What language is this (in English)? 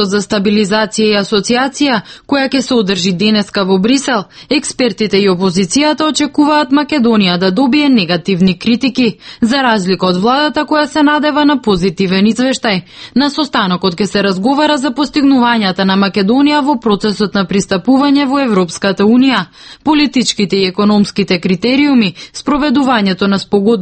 Macedonian